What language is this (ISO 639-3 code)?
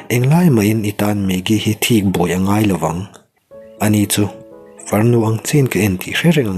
lus